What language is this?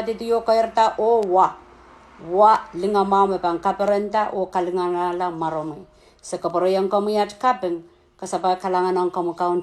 Pohnpeian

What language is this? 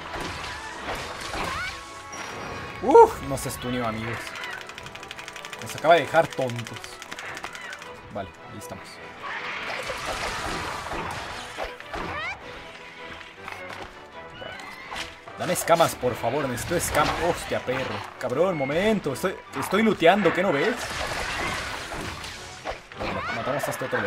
Spanish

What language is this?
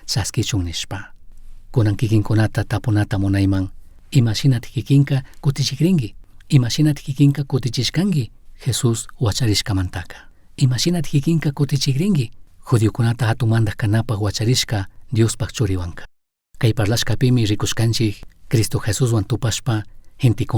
Chimborazo Highland Quichua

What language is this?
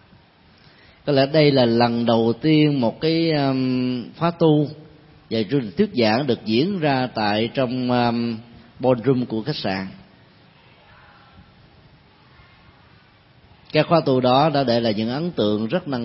Vietnamese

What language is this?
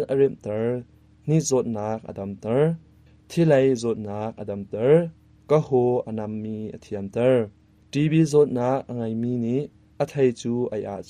Hakha Chin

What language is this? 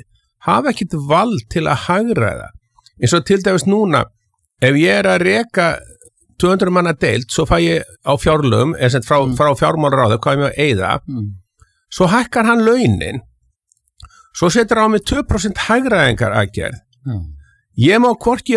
Icelandic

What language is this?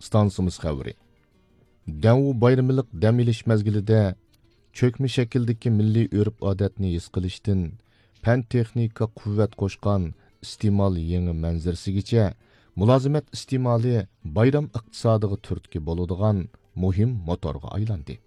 Uyghur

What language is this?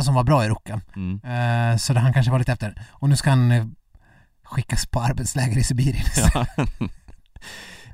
Swedish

